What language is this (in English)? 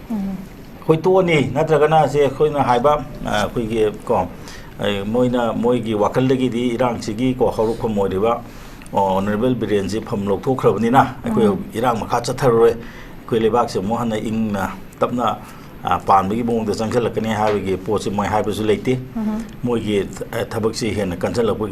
Manipuri